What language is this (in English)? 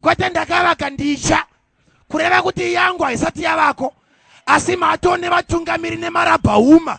Shona